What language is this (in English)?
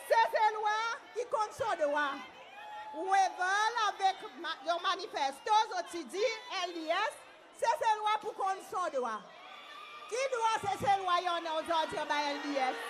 Seselwa Creole French